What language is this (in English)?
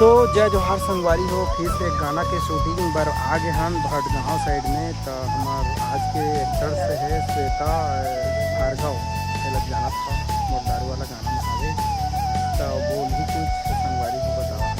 Chhattisgarhi